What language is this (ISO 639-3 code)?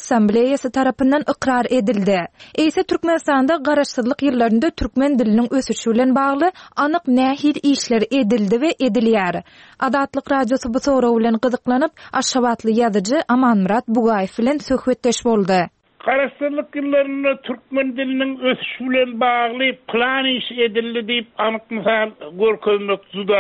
tuk